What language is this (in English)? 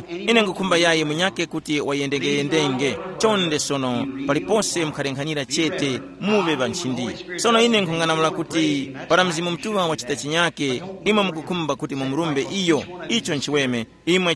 Tumbuka